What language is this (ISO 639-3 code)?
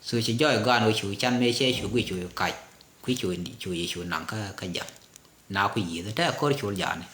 nus